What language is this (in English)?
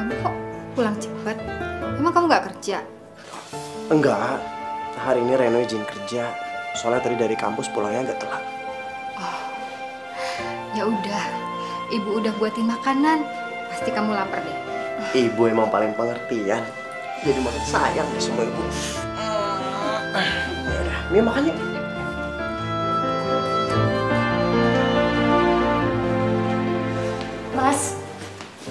Indonesian